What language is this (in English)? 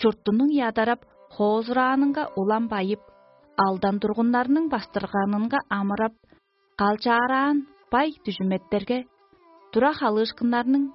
Tuvinian